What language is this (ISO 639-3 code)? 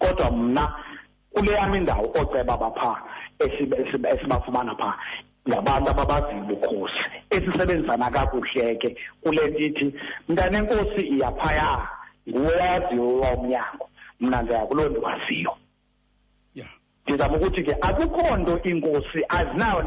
xho